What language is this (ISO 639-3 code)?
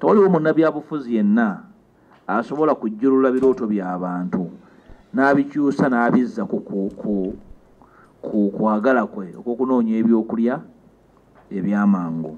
lug